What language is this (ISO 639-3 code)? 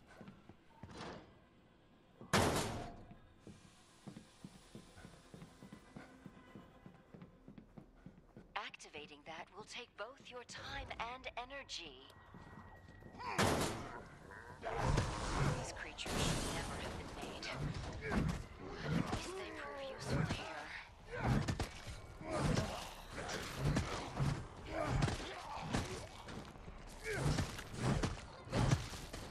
eng